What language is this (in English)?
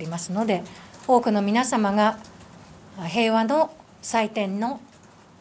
Japanese